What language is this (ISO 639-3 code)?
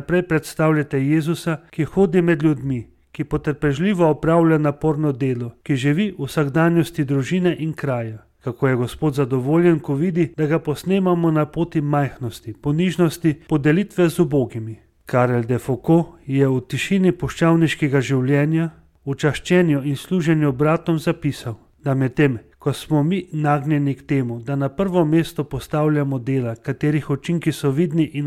slv